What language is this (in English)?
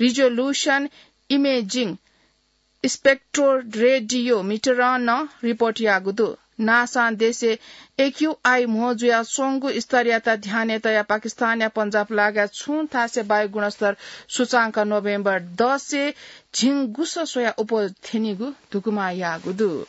Newari